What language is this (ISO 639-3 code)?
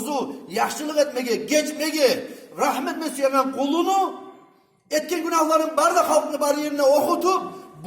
kum